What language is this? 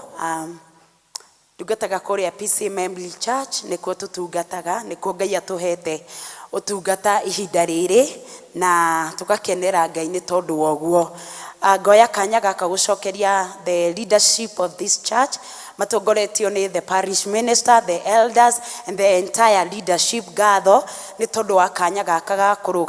Kikuyu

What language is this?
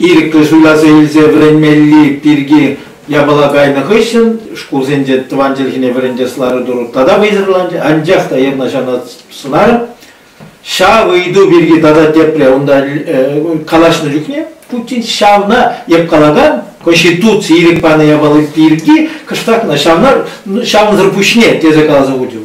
Chuvash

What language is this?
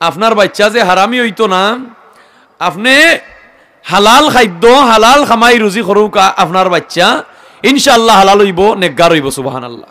Sylheti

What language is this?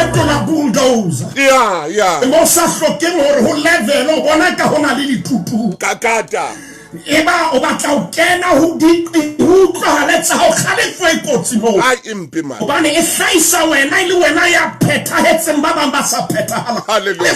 Southern Sotho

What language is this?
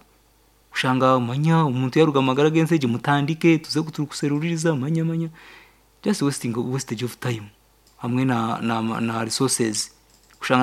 Nyankole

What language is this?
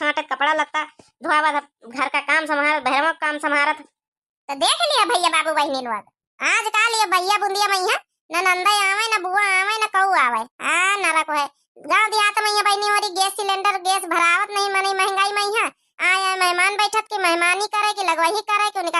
Awadhi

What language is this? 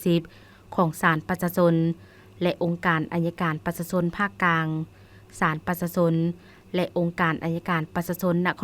Lao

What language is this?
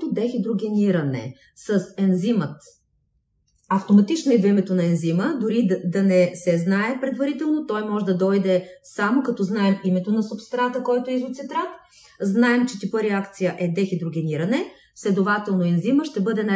Bulgarian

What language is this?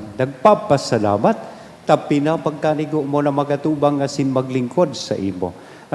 Bikol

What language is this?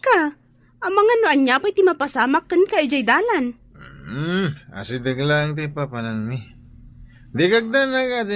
Iloko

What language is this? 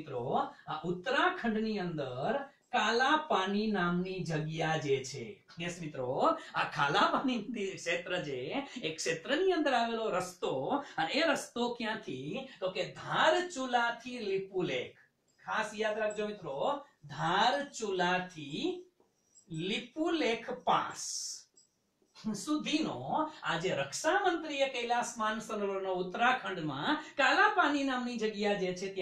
Gujarati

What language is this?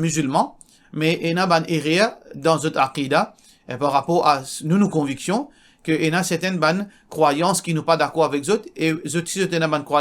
Morisyen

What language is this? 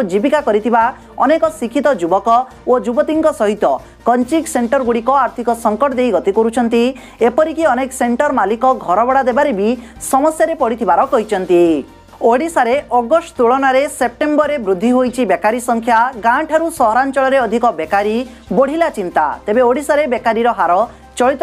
Odia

